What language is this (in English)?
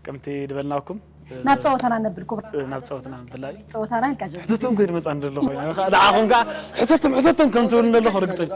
Tigrinya